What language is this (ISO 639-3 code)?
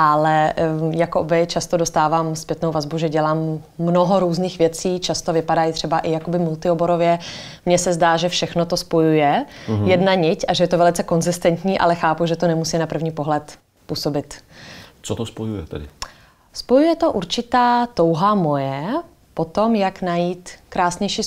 ces